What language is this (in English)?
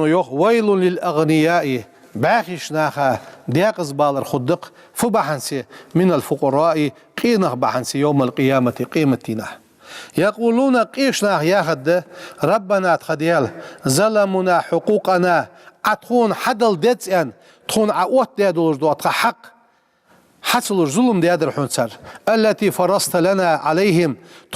Ingush